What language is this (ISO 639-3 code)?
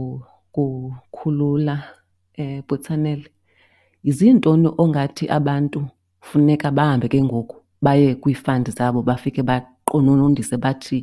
xho